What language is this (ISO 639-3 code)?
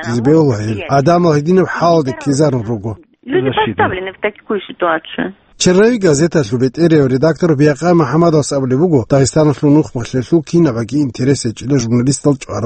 ava